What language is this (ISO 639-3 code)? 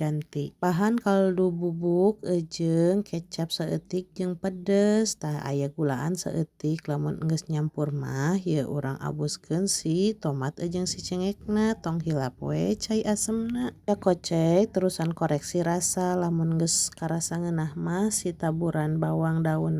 sun